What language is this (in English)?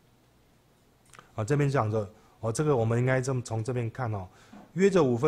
Chinese